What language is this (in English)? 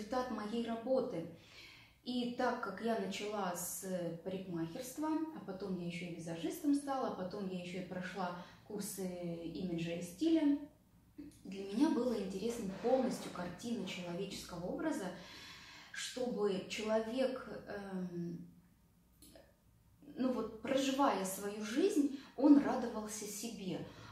Russian